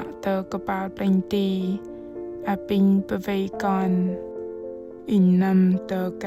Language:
Bahnar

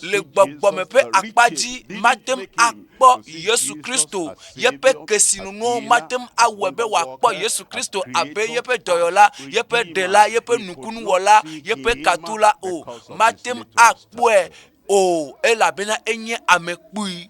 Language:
Ewe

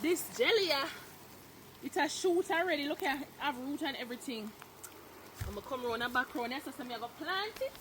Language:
Jamaican Creole English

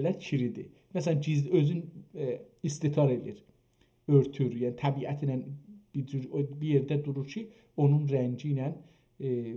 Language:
South Azerbaijani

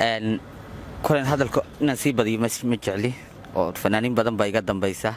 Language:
Somali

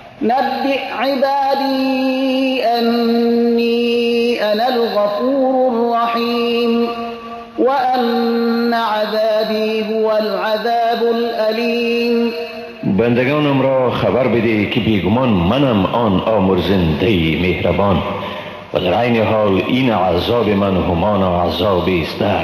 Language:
Persian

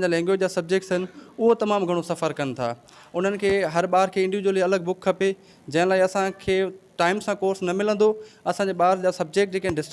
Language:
Sindhi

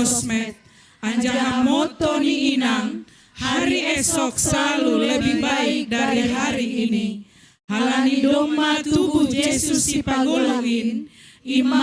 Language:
Batak Simalungun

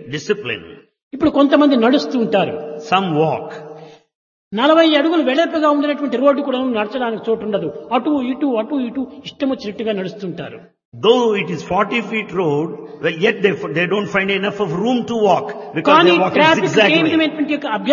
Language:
Telugu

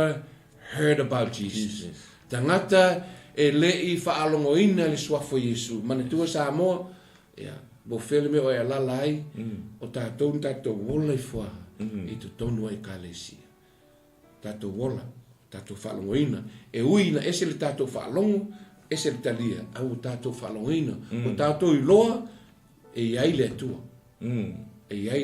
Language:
Samoan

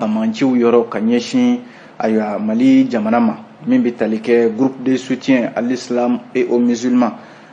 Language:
Bambara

